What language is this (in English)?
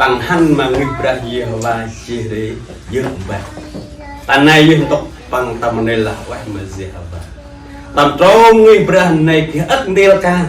Central Mnong